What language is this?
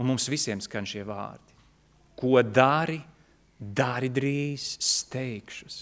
Latvian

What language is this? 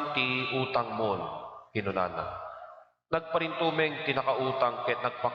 Iloko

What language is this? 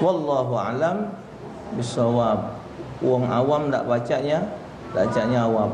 Musi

